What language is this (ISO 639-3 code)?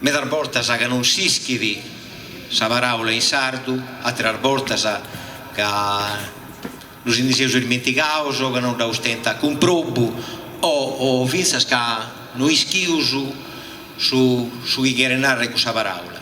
srd